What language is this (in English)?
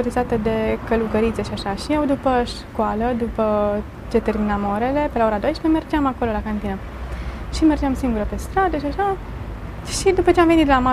Romanian